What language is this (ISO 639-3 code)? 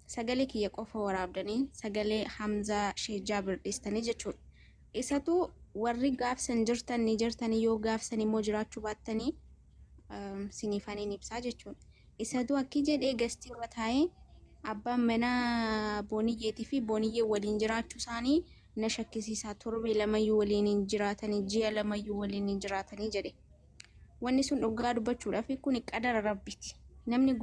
orm